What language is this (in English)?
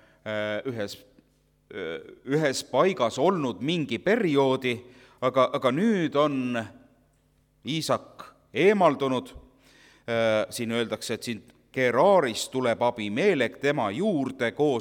Estonian